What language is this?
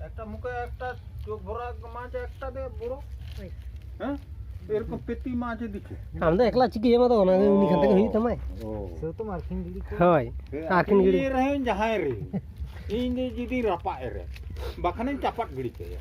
Santali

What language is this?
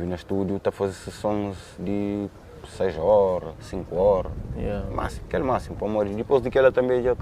Kabuverdianu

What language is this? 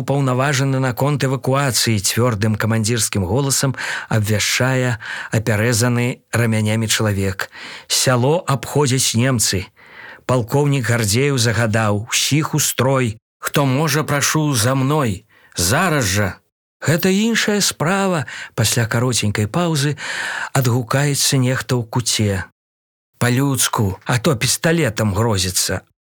Belarusian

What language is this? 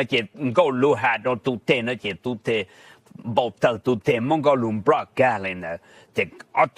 Hmong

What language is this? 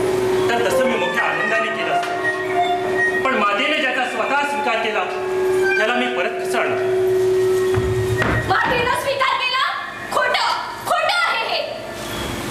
Marathi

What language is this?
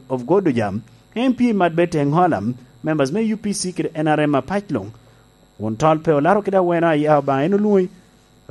Lango (Uganda)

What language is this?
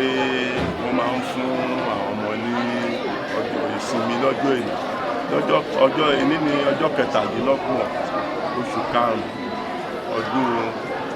Yoruba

